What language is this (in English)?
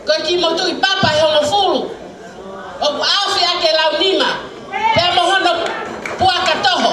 Tongan